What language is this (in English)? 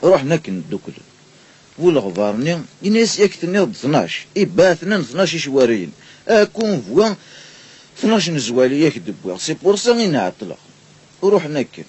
Kabyle